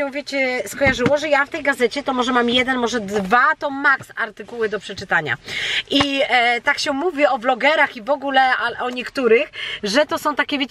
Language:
Polish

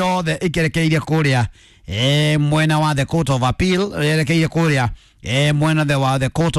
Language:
Kikuyu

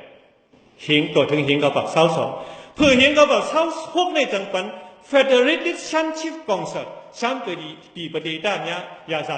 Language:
Shan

